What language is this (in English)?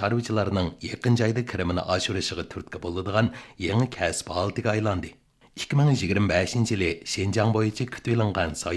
Uyghur